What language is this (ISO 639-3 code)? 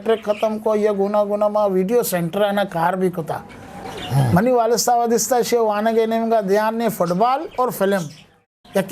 bgp